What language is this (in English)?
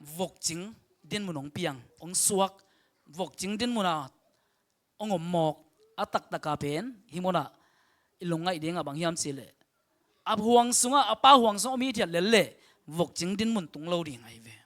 Tedim Chin